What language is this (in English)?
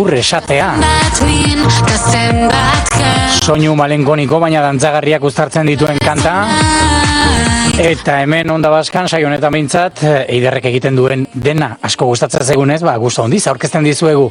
Basque